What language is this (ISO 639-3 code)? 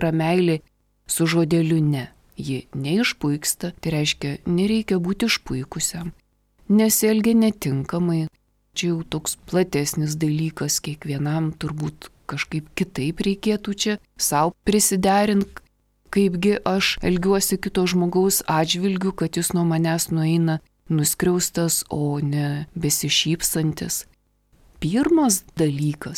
lit